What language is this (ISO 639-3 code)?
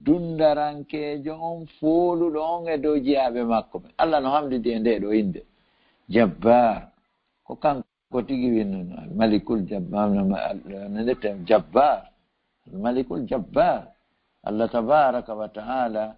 ful